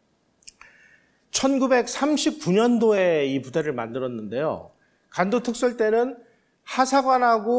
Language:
Korean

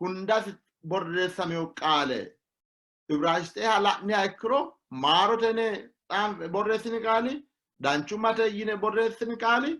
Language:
Sidamo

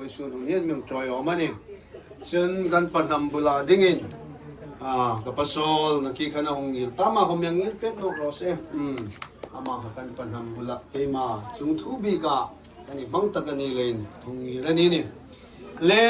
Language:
Hmar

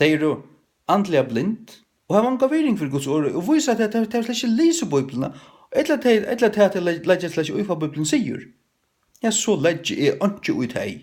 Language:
Faroese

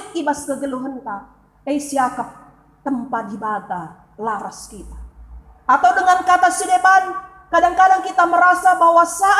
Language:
Batak Karo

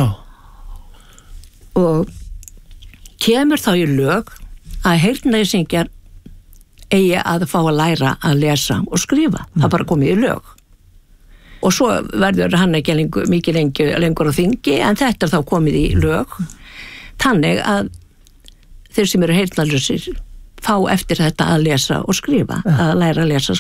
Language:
Icelandic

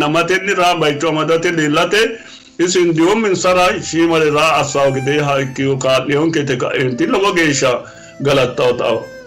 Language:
Sidamo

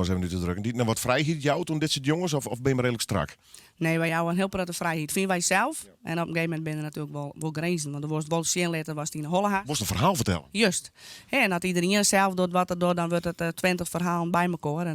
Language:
Western Frisian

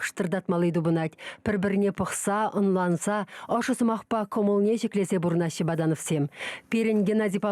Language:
Chuvash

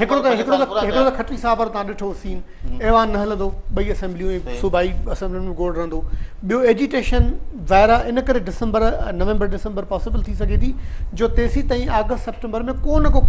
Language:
Sindhi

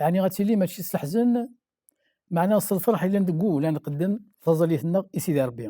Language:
Kabyle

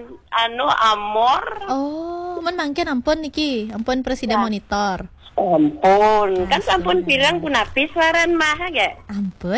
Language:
Balinese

